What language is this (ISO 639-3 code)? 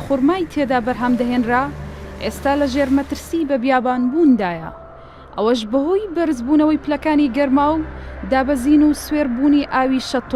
ckb